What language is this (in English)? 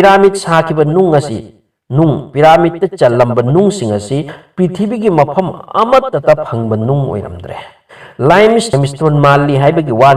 Manipuri